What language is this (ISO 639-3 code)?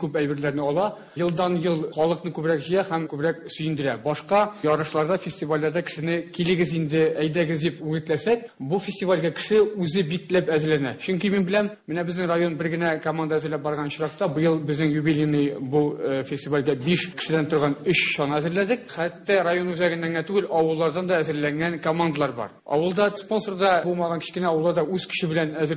tat